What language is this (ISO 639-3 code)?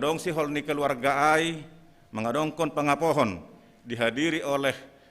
bts